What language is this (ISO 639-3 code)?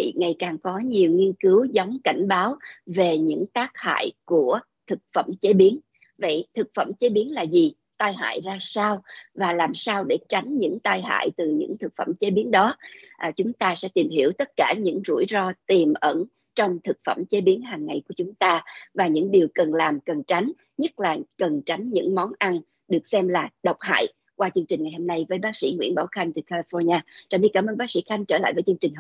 vie